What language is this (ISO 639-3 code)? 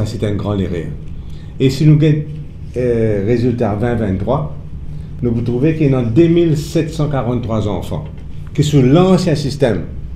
mfe